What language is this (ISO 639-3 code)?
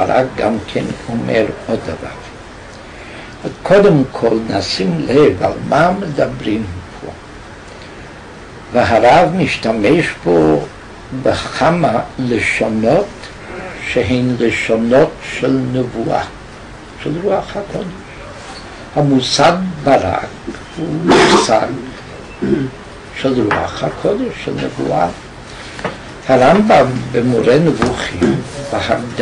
heb